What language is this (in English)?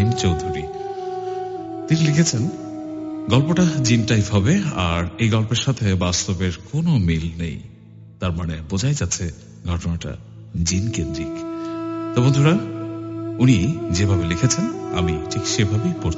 Bangla